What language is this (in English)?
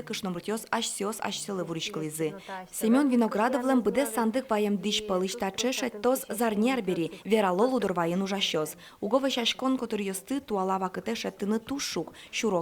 Udmurt